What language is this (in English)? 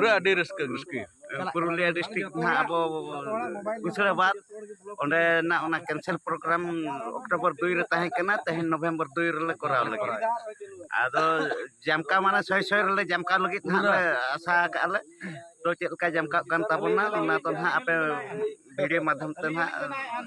Santali